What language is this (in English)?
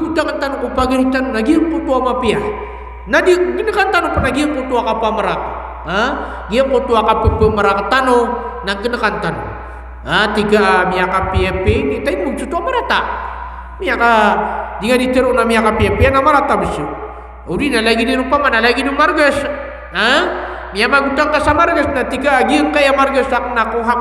Maranao